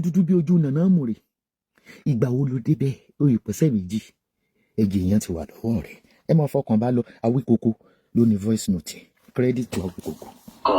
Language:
Yoruba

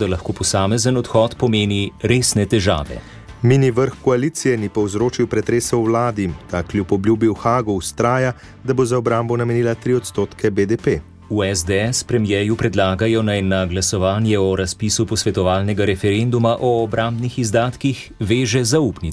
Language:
Slovenian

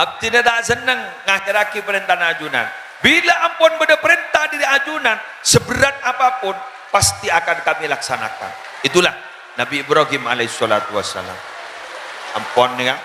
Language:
Madurese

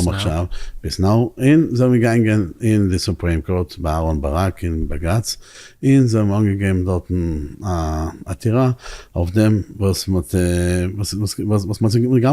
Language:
Yiddish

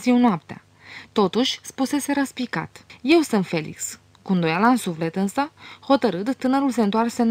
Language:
Romanian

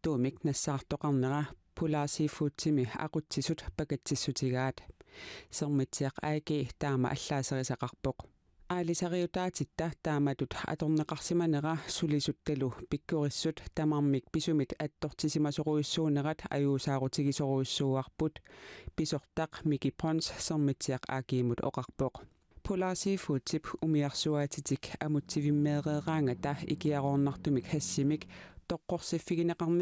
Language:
Kalaallisut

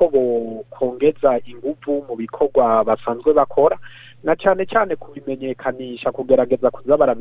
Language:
Rundi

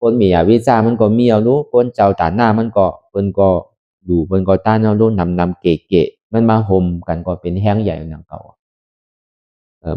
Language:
Shan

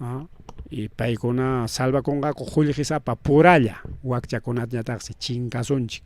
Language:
Ayacucho Quechua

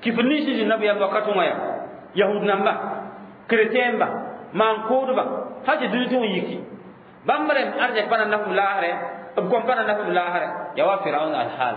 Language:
Mossi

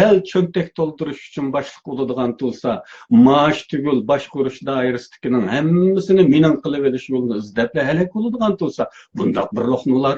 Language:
Uyghur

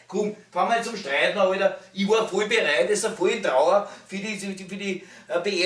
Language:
Bavarian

